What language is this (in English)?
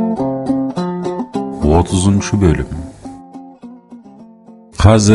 Kazakh